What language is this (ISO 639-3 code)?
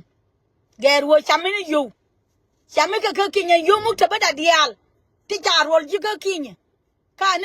nus